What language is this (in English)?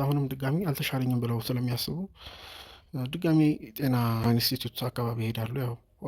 Amharic